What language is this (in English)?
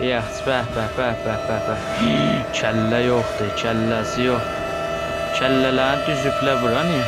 South Azerbaijani